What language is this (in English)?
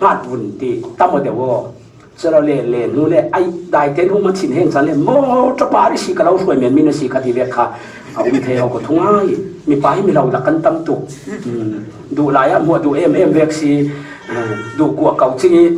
Falam Chin